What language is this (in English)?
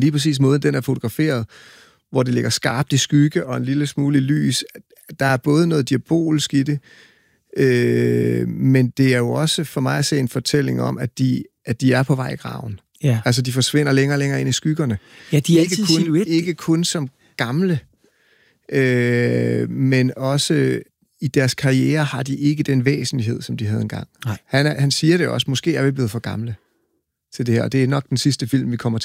Danish